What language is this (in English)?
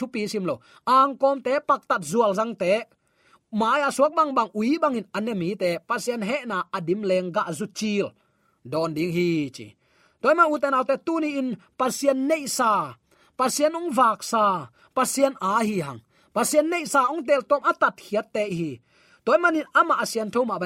Tedim Chin